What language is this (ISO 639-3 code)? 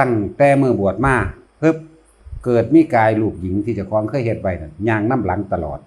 tts